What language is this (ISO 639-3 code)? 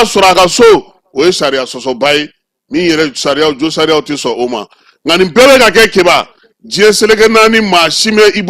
bam